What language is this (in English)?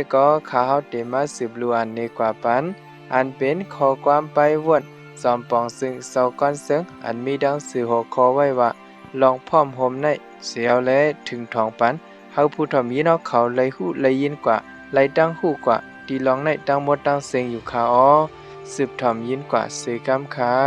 Shan